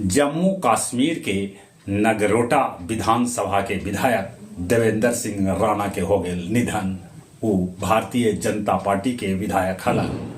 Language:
Magahi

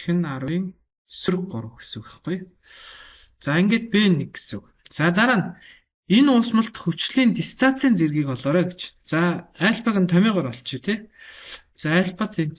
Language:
Mongolian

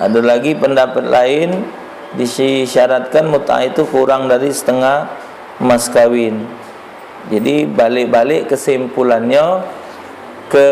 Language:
Musi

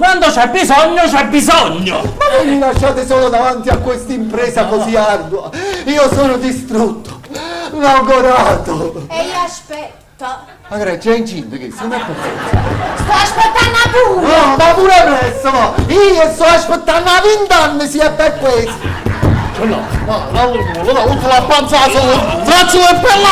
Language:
Neapolitan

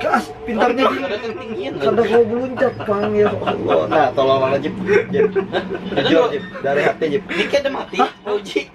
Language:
Banjar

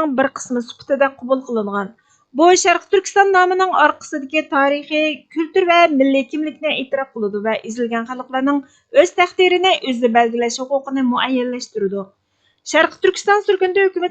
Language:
Uyghur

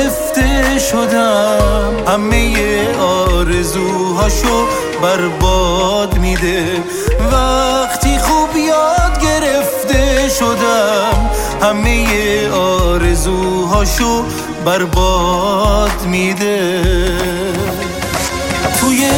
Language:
Persian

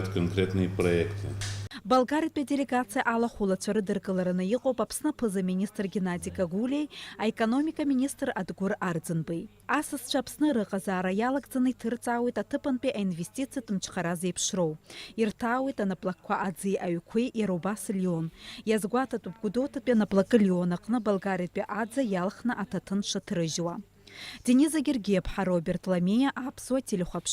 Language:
Abkhazian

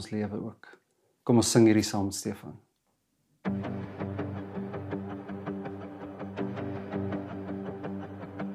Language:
Afrikaans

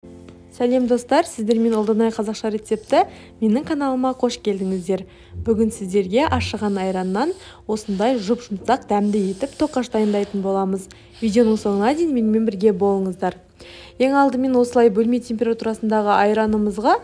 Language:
Kazakh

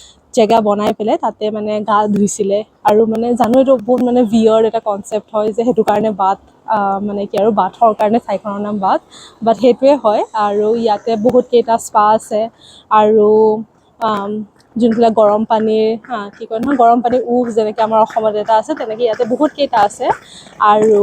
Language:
Assamese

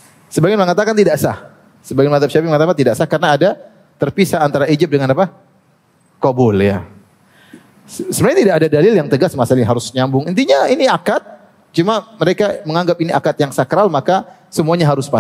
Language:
Indonesian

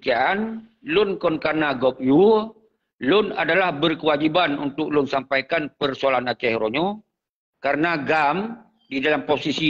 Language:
Achinese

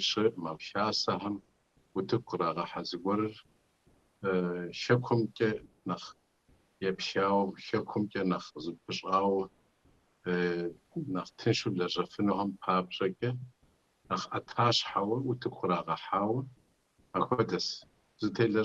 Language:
Kabardian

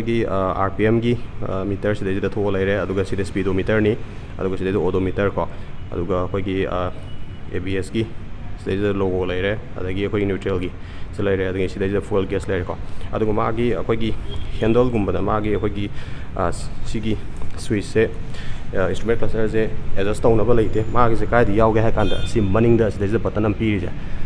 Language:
Manipuri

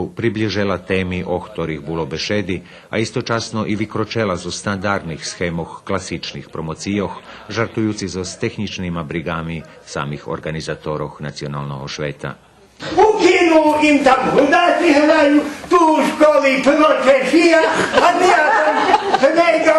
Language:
Rusyn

